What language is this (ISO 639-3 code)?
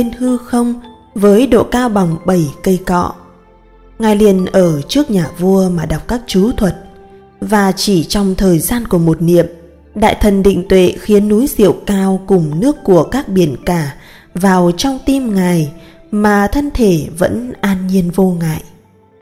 vie